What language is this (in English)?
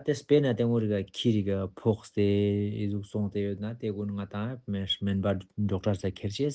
Ladakhi